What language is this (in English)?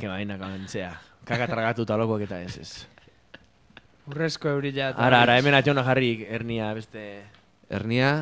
Basque